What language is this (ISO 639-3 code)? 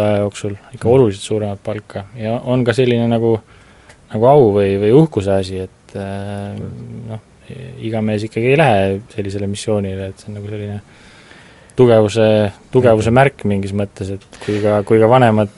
est